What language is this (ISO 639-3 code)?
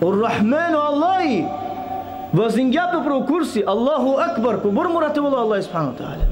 rmn